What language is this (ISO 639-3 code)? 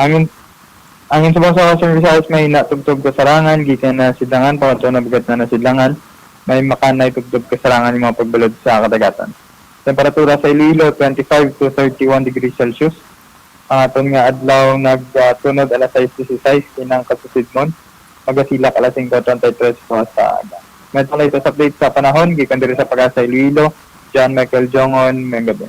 hil